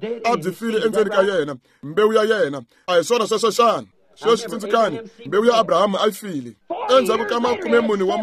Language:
Tsonga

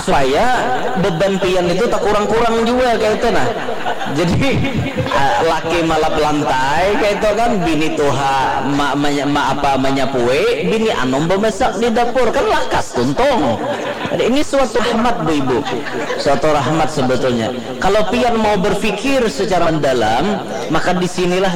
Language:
Banjar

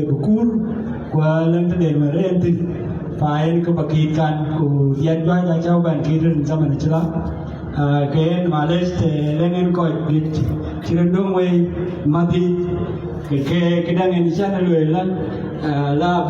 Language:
Dinka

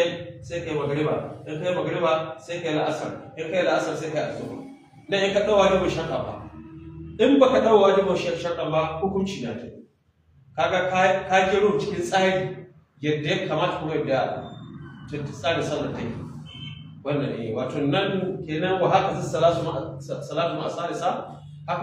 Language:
Hausa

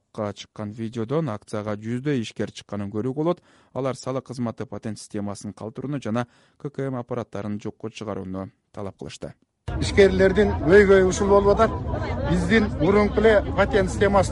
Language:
Kyrgyz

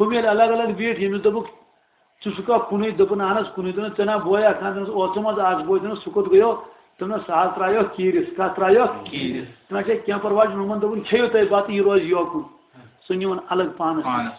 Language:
Kashmiri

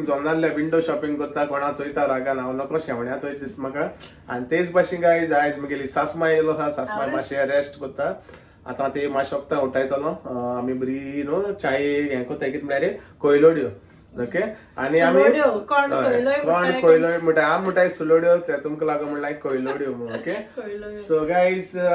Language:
Konkani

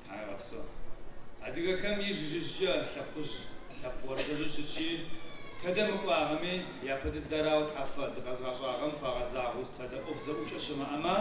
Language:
Kabardian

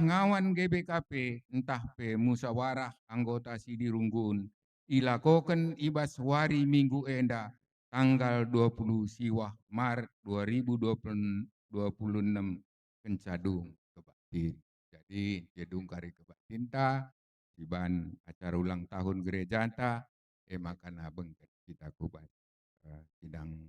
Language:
Batak Karo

